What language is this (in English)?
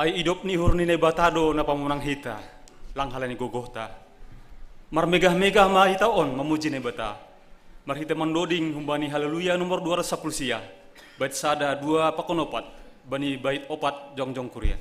Batak Simalungun